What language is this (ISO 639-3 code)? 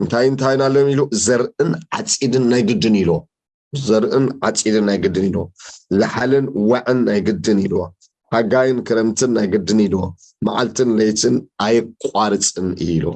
tir